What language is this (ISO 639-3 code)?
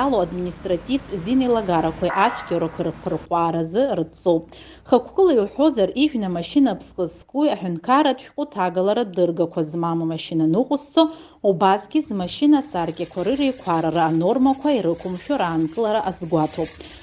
abk